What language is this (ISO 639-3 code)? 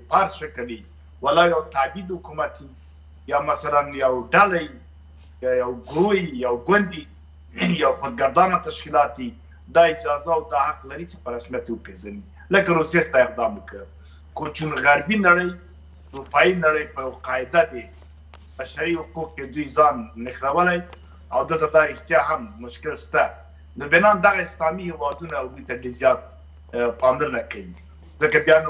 pus